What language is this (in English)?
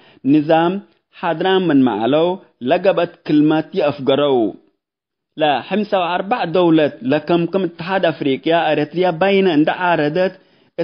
Tigre